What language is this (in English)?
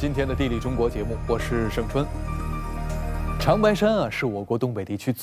Chinese